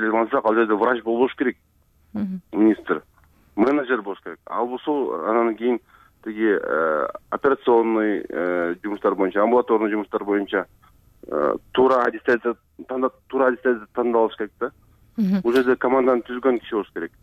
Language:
Kyrgyz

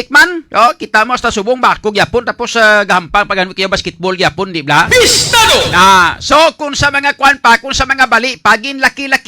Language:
Hiligaynon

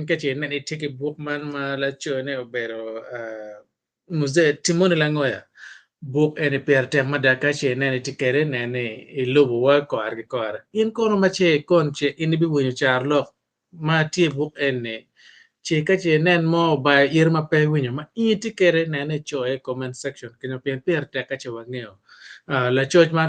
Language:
Acoli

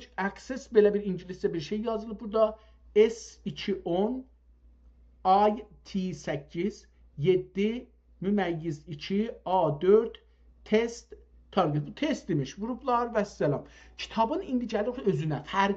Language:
South Azerbaijani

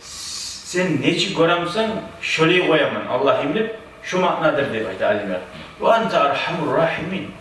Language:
Kumyk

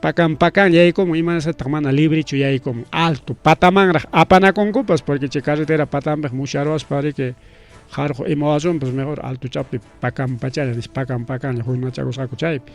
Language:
Ayacucho Quechua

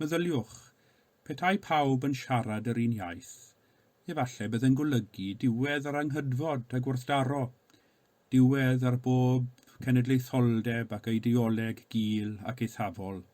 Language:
Welsh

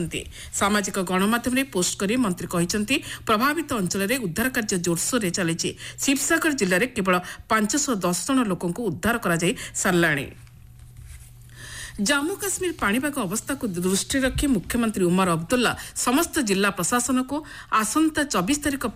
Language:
Odia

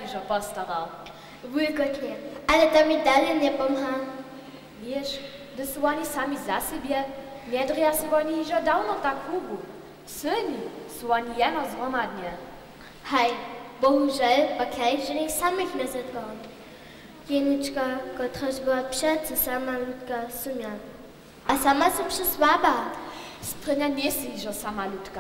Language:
Upper Sorbian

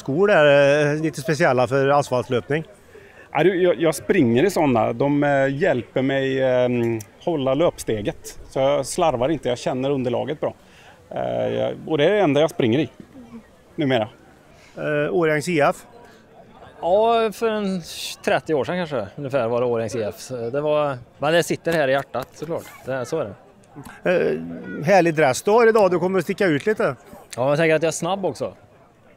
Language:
Swedish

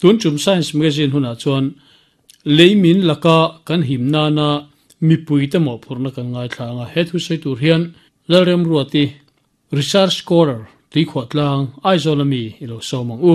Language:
Mizo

